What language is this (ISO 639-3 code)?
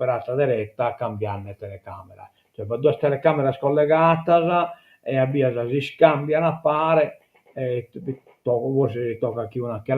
srd